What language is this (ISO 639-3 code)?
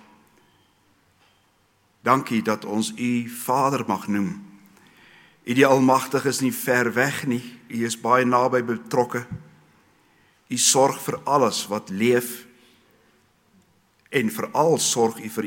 afr